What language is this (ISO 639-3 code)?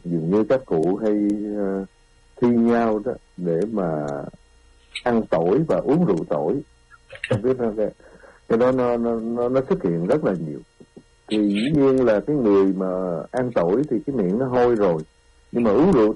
vie